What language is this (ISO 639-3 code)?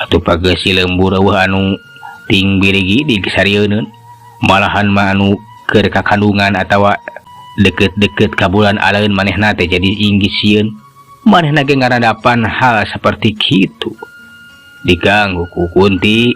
sun